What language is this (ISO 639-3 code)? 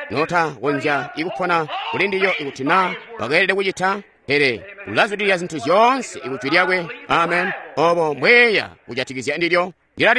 toi